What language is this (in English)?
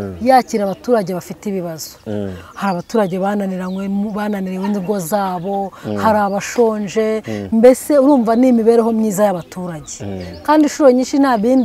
Kinyarwanda